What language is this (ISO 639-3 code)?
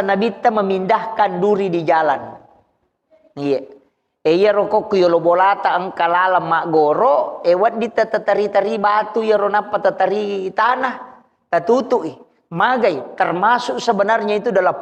bug